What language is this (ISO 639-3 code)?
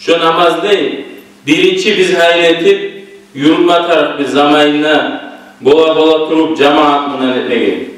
kum